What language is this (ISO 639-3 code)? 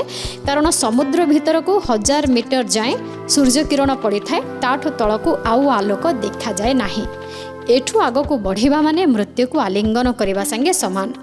ori